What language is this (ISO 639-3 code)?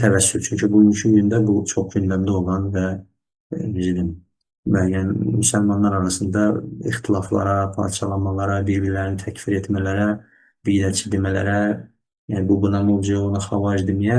aze